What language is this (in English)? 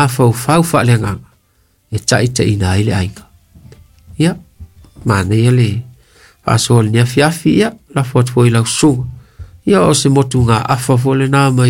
Samoan